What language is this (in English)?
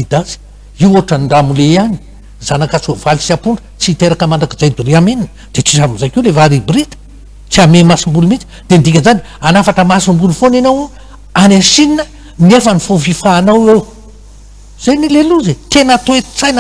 Malagasy